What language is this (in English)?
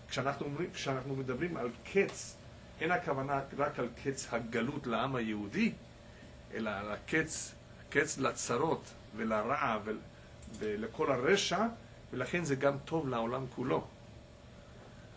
Hebrew